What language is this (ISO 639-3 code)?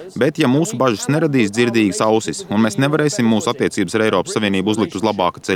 lav